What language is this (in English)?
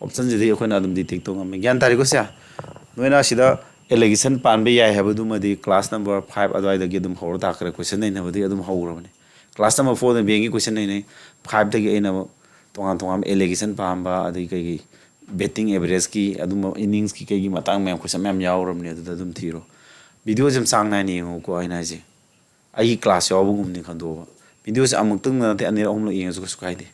Manipuri